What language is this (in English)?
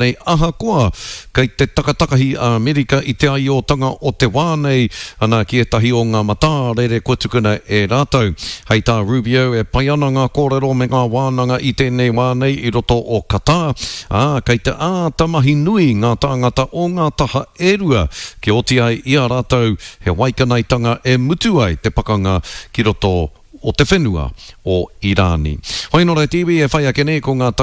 Māori